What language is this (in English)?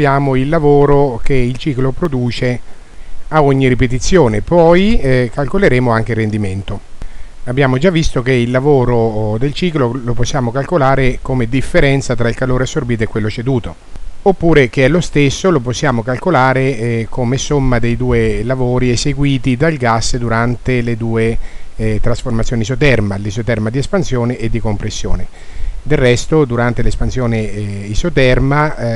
Italian